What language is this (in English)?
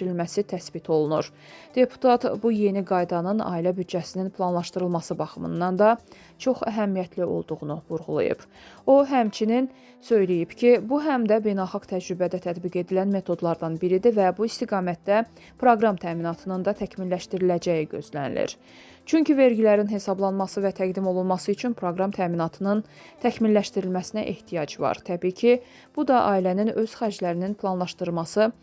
Azerbaijani